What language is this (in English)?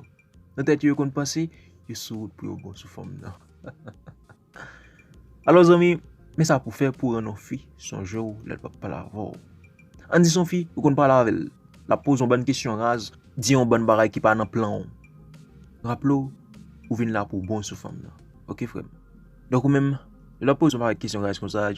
Haitian Creole